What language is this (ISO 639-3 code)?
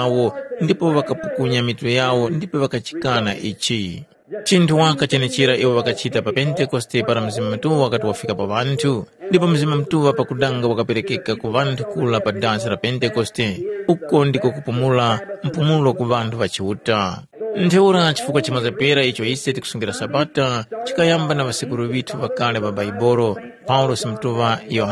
tum